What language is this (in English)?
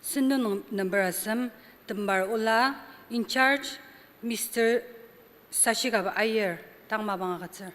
Ao Naga